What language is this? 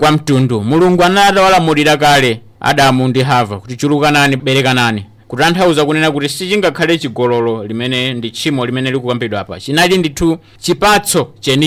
Nyanja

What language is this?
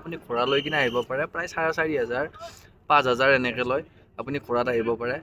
Assamese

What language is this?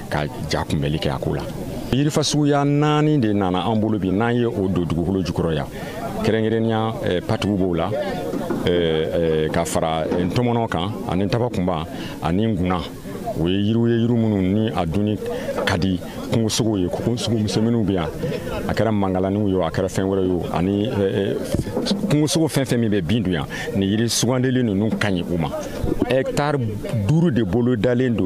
Bambara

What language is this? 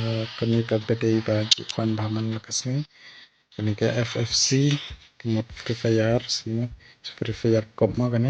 Khasi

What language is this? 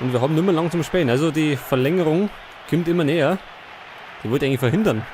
Bavarian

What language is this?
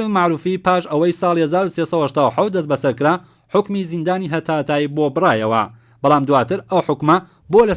Central Kurdish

